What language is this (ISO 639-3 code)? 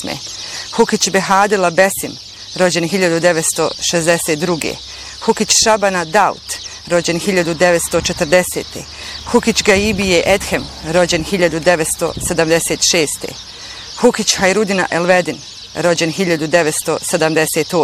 bos